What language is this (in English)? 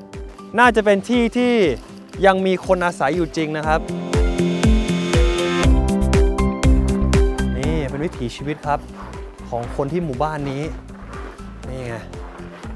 Thai